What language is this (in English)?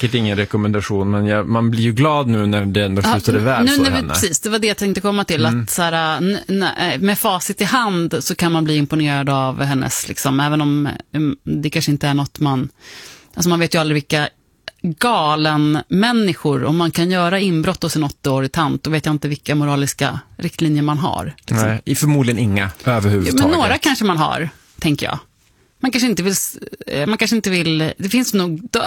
Swedish